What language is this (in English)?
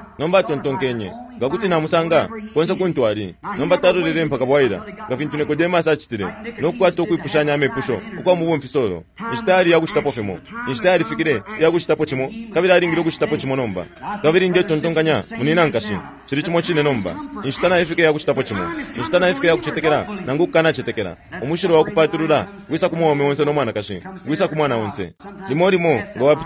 Bemba